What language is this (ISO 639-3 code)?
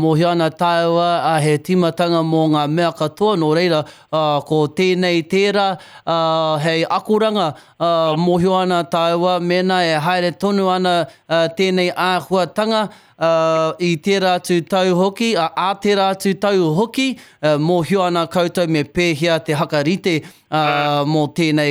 mri